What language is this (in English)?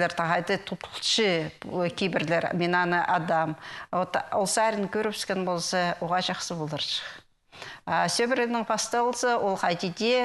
Khakas